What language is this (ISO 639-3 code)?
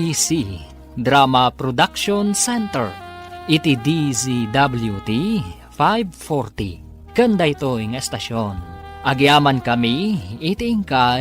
ilo